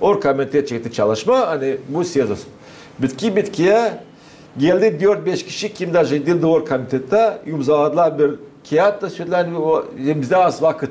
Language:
Gagauz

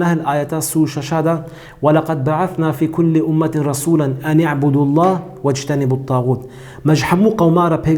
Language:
Kurdish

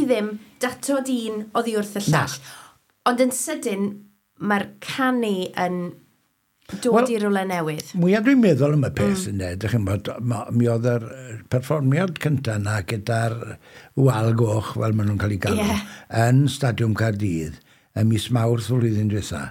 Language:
Welsh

